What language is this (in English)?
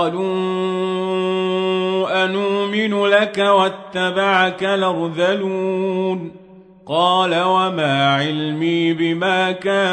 Arabic